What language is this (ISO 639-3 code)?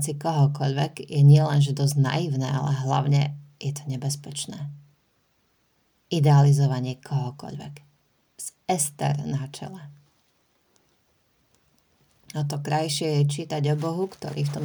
slk